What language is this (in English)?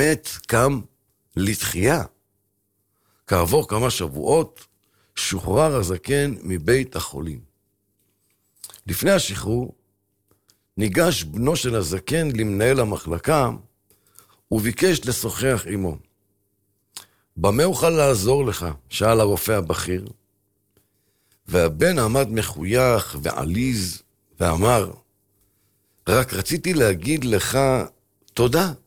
Hebrew